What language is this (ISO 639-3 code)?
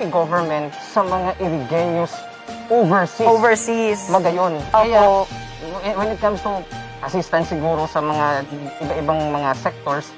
bik